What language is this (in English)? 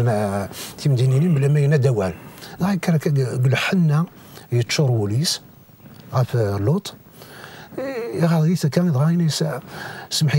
Kabyle